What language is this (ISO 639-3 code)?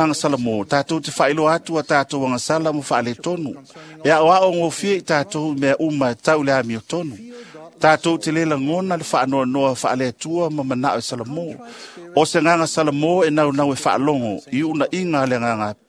smo